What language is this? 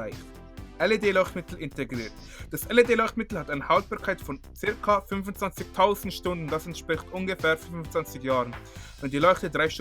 Swiss German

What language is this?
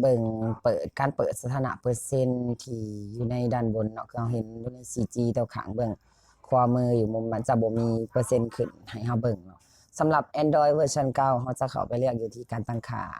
Lao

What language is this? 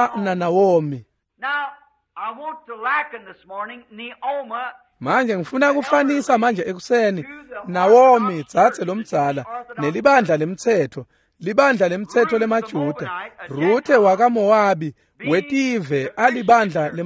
Swati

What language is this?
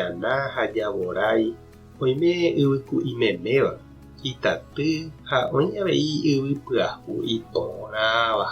Guarani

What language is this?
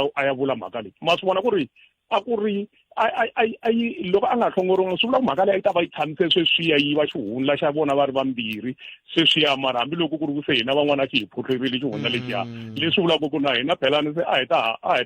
Tsonga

